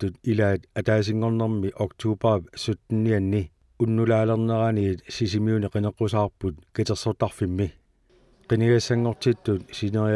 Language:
Kalaallisut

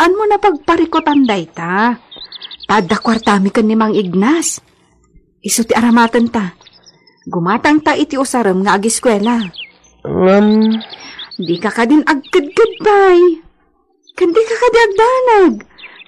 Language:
Iloko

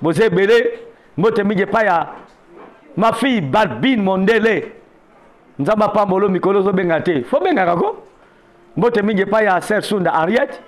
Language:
Lingala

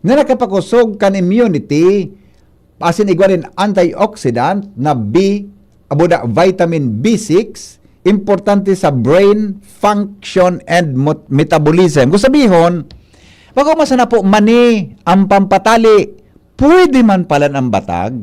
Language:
Bikol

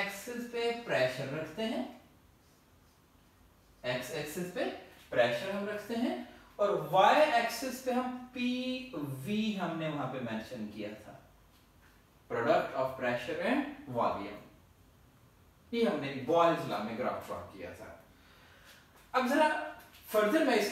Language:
Hindi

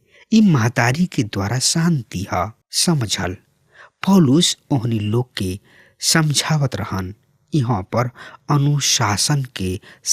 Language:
Bhojpuri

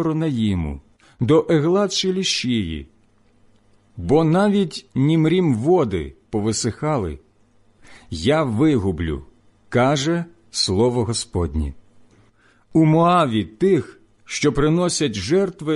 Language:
Ukrainian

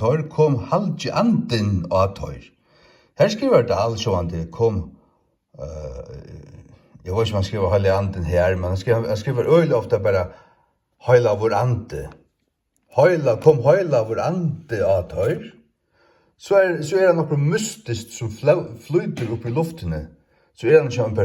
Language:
Faroese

